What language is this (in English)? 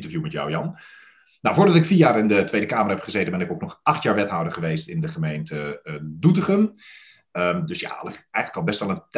Dutch